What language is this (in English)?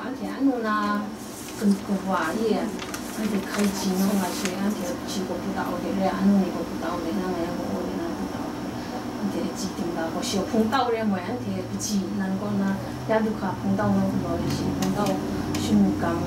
Kachin